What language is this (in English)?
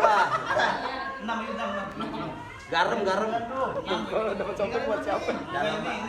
Betawi